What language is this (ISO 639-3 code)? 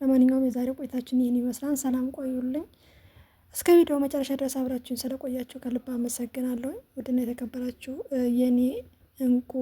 amh